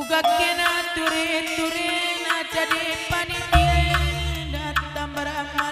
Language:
Batak Karo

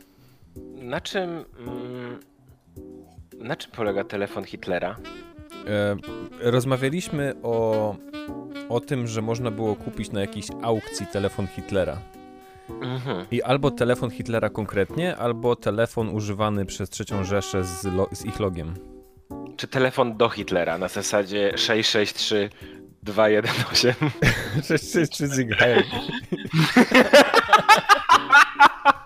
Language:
Polish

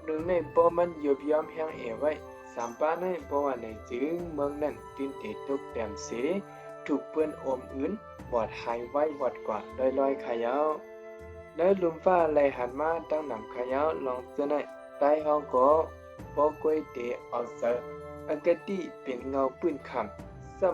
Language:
Shan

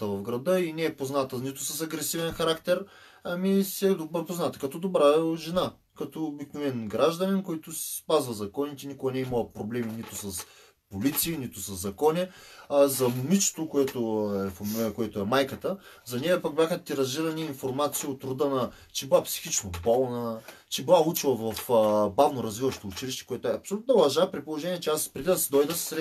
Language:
Bulgarian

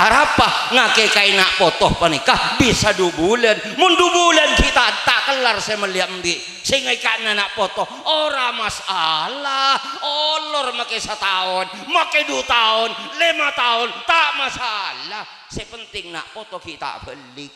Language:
Madurese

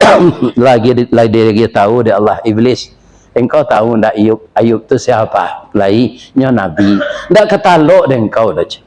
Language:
Minangkabau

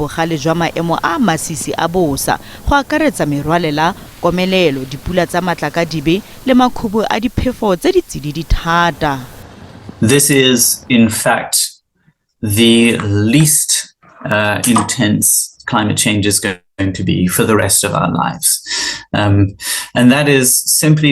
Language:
Tswana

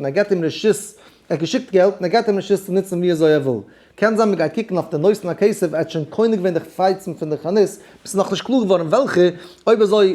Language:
Yiddish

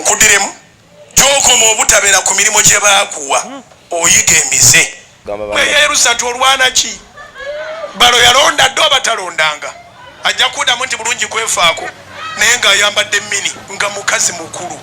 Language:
Ganda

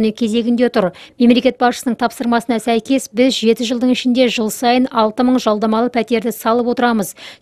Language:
Kazakh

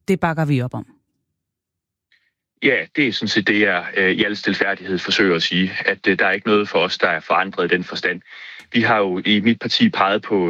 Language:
Danish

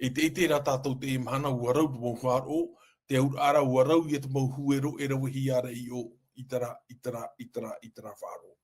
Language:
Tahitian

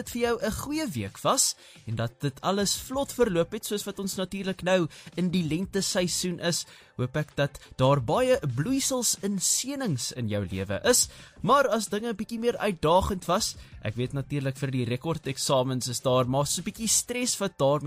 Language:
Afrikaans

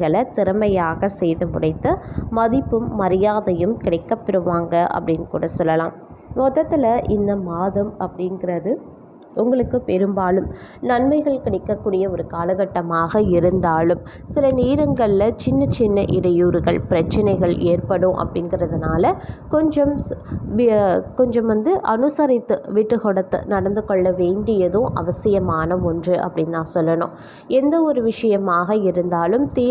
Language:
Tamil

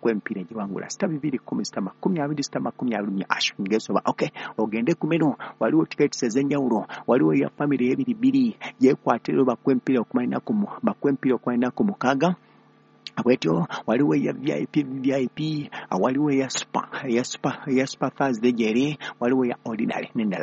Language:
Ganda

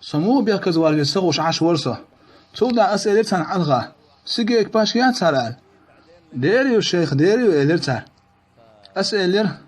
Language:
Chechen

